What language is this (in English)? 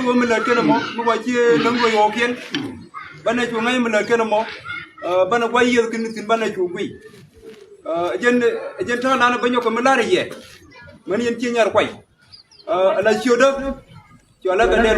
Nuer